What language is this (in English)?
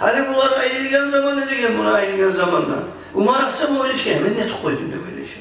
Kumyk